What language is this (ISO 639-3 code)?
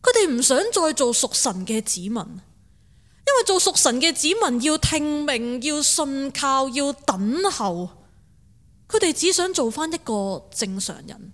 yue